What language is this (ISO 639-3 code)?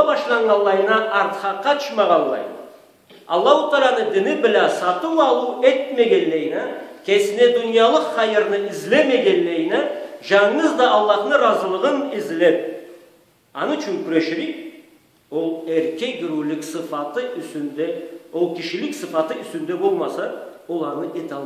krc